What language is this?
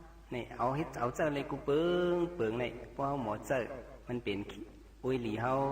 Shan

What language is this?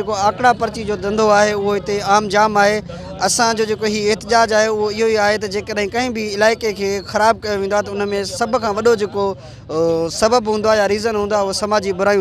Sindhi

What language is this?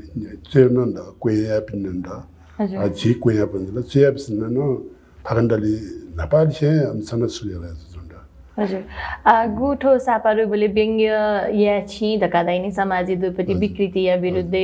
Newari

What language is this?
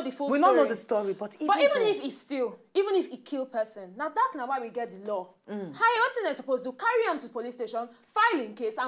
Nigerian Pidgin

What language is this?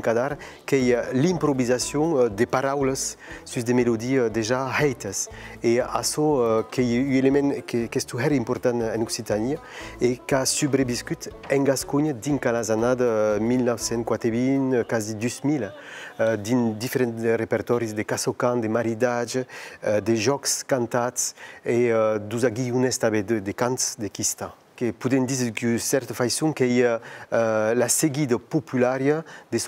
Occitan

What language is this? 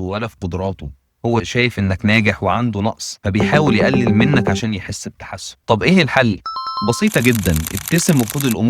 Egyptian Arabic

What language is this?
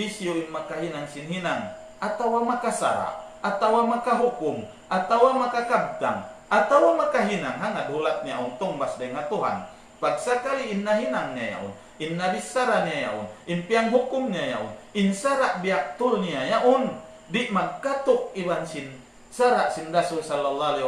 Tausug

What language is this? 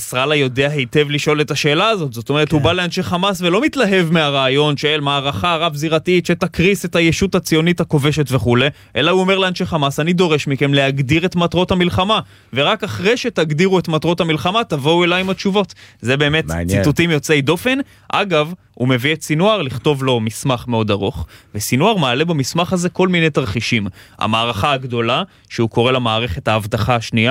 Hebrew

